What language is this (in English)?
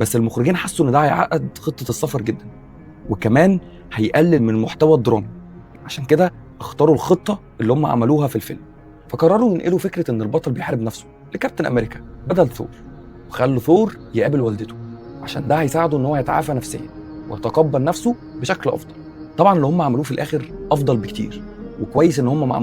Egyptian Arabic